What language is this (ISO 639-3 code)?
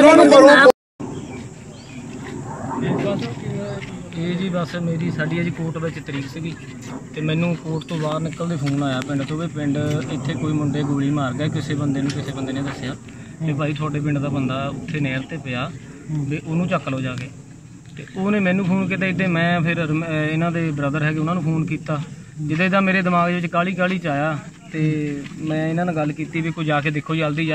pan